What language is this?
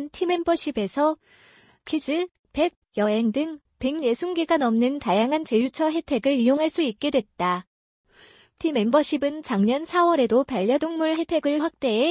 Korean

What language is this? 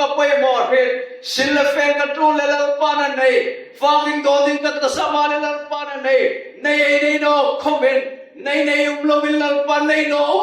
Hmar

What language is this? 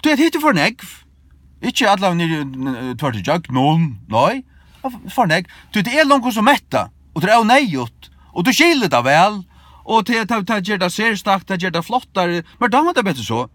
Faroese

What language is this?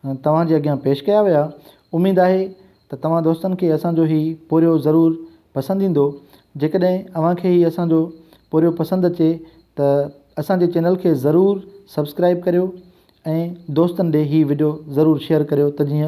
Sindhi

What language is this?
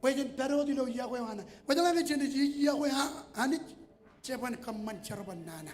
Marshallese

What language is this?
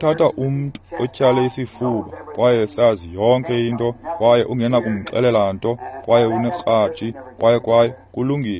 Xhosa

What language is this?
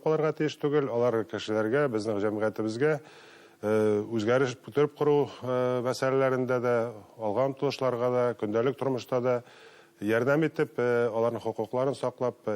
Bashkir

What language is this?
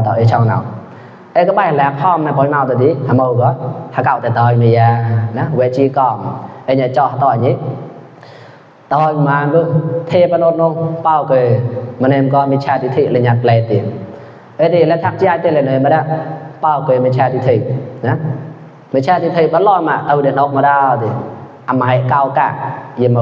Mon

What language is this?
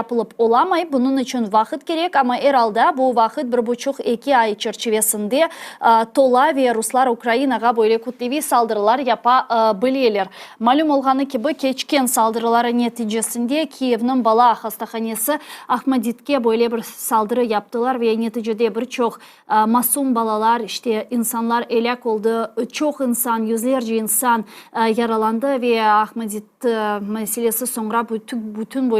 Crimean Tatar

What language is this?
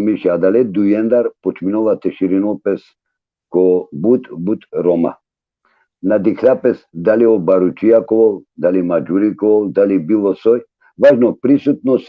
Balkan Romani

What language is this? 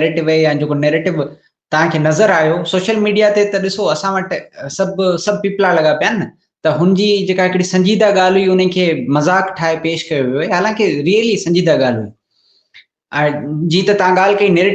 Sindhi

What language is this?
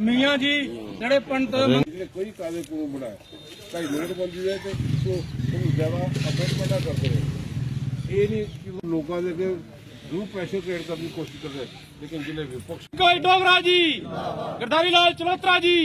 Dogri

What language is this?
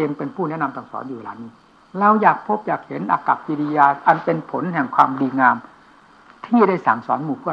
Thai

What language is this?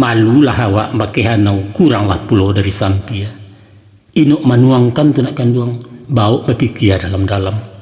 Minangkabau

